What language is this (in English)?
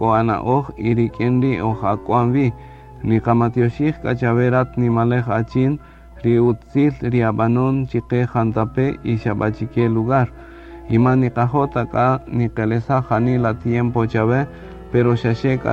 Kaqchikel